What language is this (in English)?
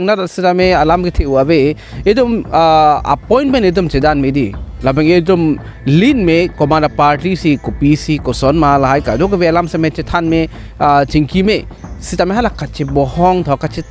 Karbi